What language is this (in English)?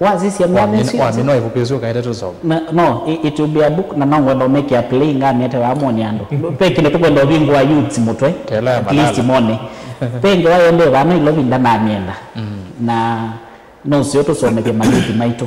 Kamba